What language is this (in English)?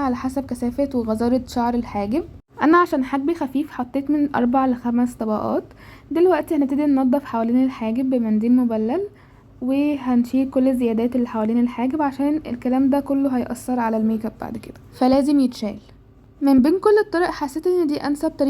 Egyptian Arabic